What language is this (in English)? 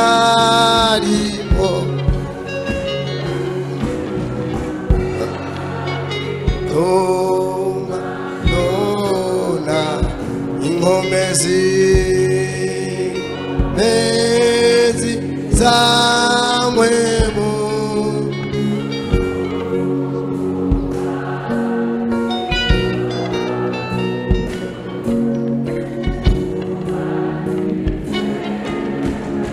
Rundi